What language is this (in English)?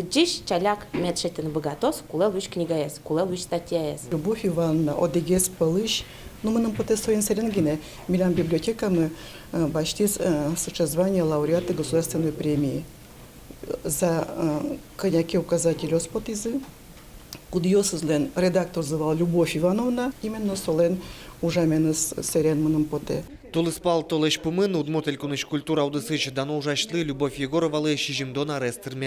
Udmurt